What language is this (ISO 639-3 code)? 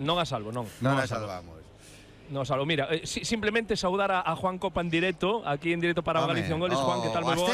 glg